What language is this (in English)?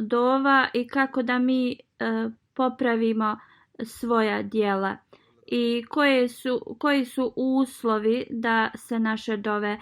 Bosnian